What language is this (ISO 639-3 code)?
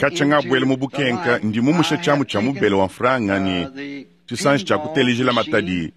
lua